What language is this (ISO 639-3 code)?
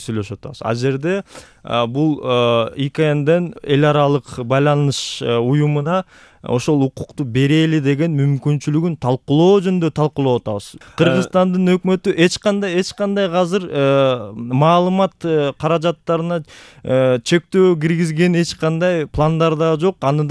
kir